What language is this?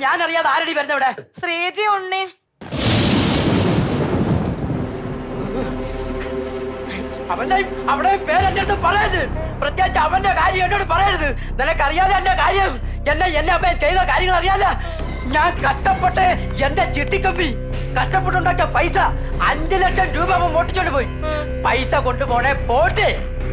Malayalam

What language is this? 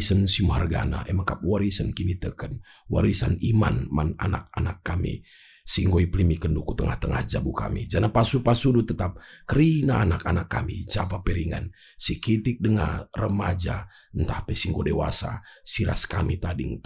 Batak Karo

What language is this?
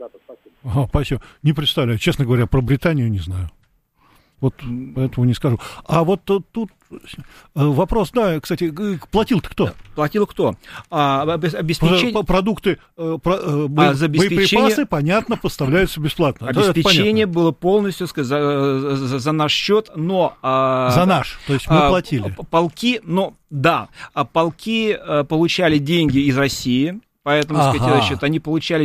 Russian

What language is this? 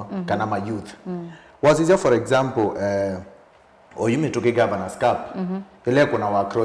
Kamba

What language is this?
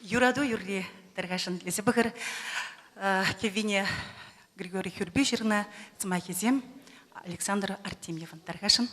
Chuvash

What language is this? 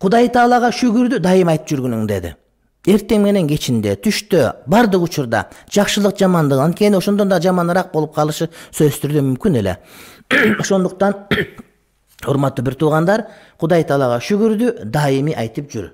Kyrgyz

